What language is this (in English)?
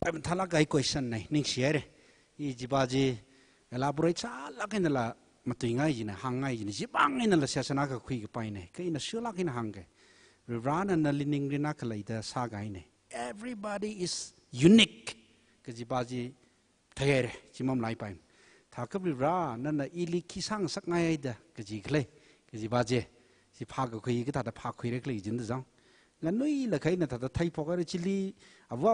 Tangkhul Naga (India)